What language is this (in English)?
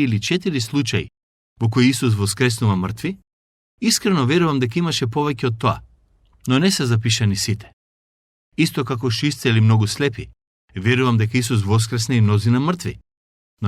Macedonian